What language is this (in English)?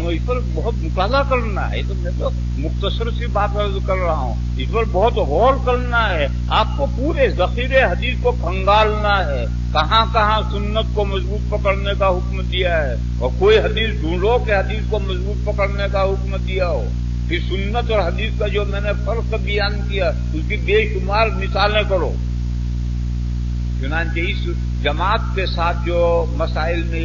Urdu